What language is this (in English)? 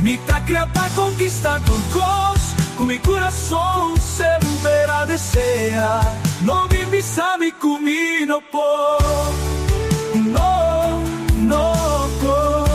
Papiamento